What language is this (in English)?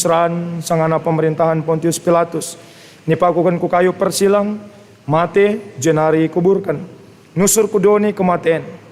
Batak Karo